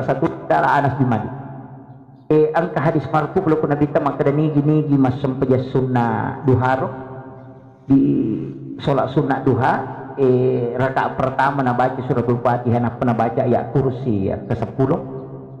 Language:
Buginese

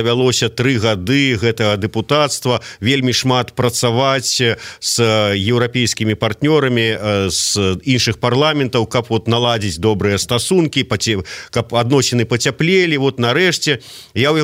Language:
Belarusian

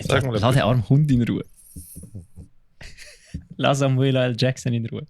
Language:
Swiss German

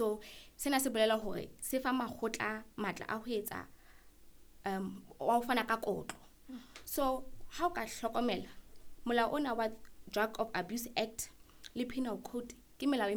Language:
Southern Sotho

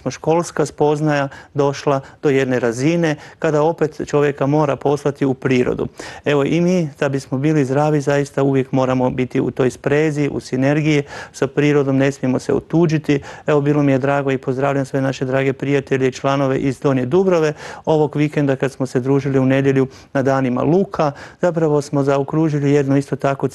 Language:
Croatian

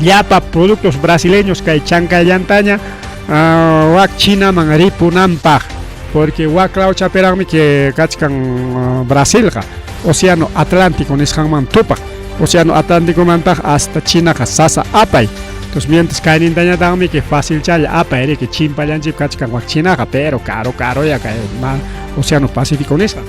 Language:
Ayacucho Quechua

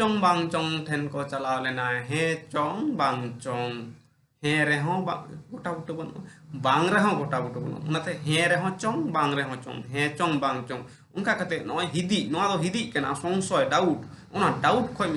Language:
Santali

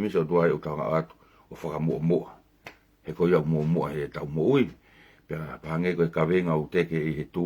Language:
Tongan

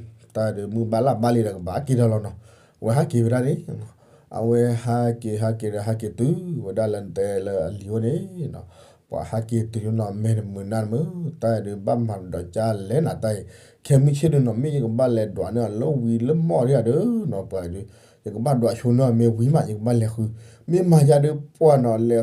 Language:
S'gaw Karen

